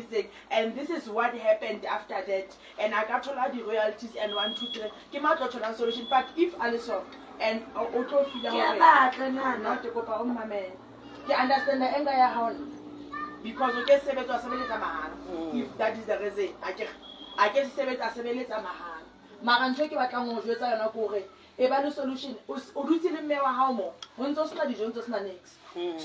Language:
Southern Sotho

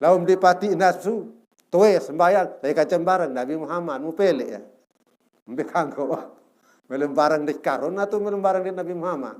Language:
Sasak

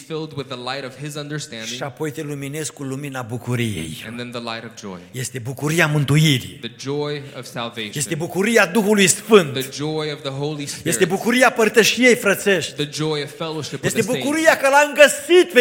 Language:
Romanian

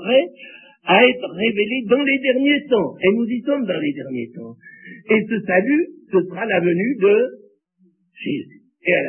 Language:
French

